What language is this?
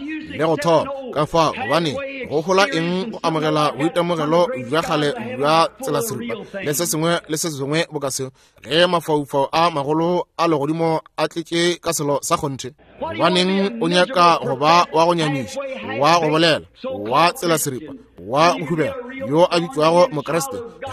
Northern Sotho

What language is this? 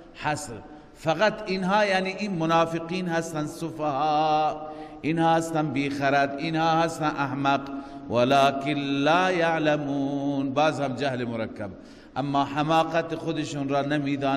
Persian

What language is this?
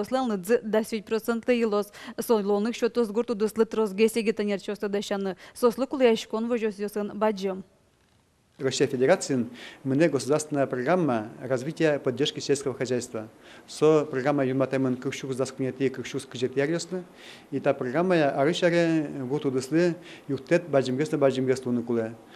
Udmurt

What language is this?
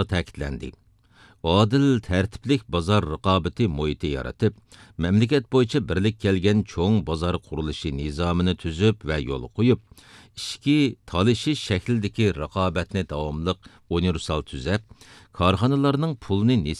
Uyghur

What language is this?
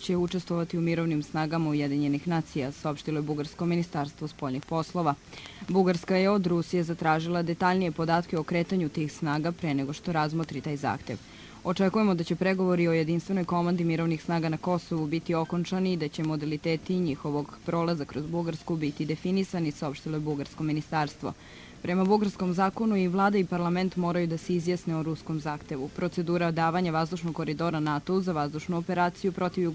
Serbian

